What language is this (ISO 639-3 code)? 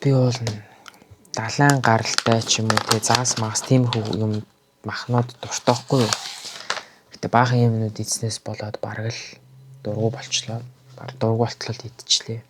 mon